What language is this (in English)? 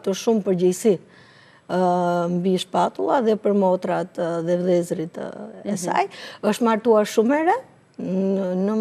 Albanian